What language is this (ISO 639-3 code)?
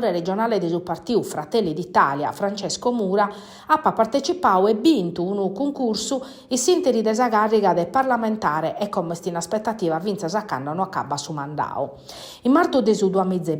srd